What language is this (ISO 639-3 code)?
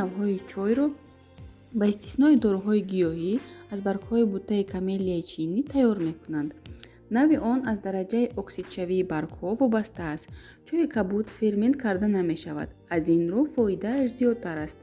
tgk